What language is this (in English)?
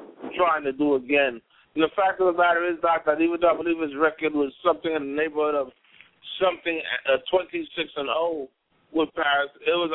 English